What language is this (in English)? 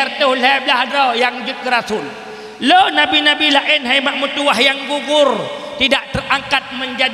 Achinese